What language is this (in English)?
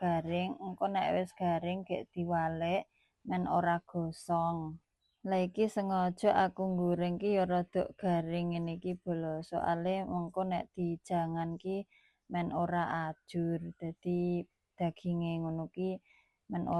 Javanese